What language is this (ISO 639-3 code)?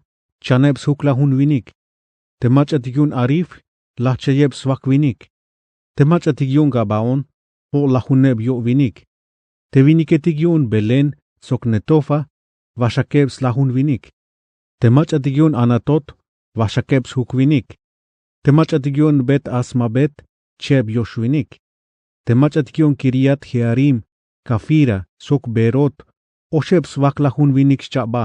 tzh